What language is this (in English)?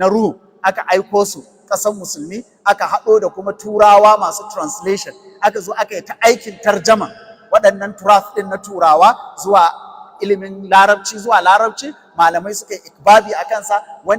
Hausa